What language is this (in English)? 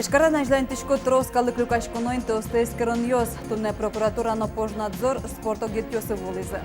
Udmurt